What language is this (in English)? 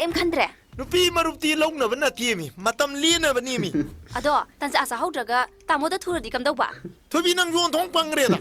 Manipuri